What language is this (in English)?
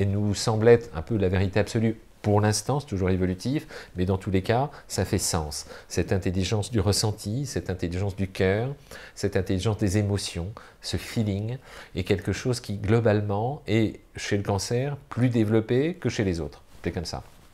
French